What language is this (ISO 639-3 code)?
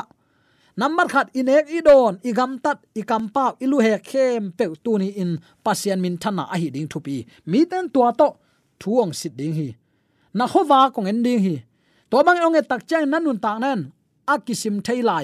ctd